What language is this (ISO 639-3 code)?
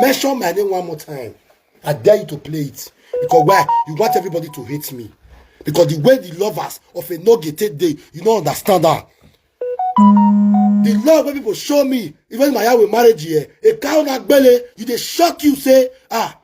pcm